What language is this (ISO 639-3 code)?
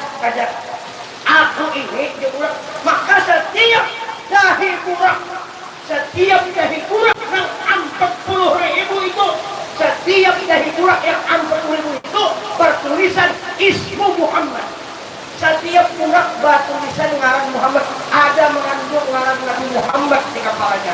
bjn